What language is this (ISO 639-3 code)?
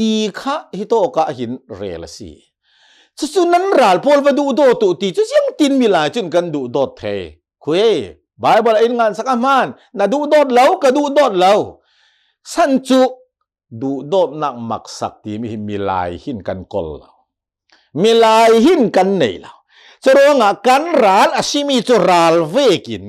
cnh